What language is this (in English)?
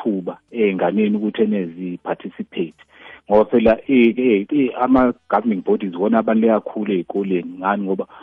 South Ndebele